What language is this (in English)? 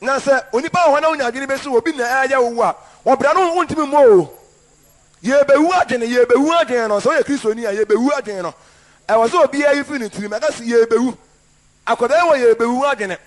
Akan